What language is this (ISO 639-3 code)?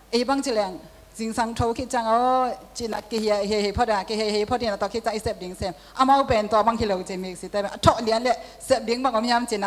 ctd